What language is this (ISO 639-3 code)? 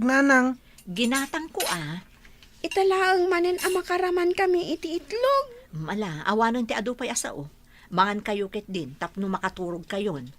ilo